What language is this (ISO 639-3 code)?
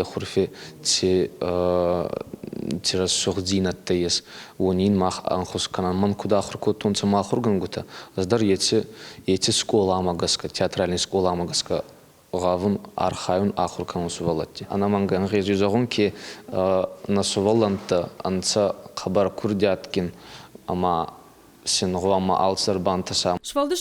oss